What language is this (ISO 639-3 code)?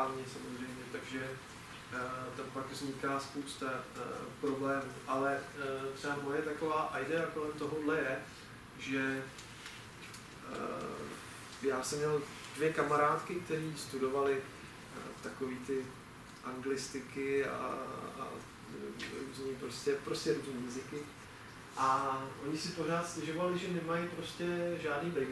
ces